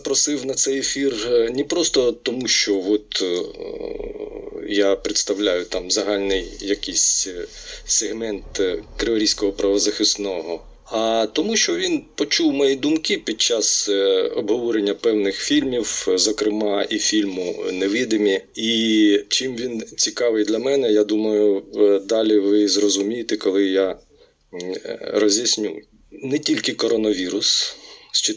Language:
Ukrainian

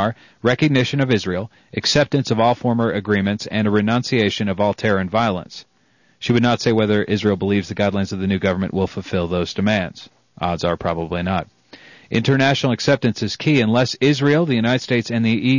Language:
English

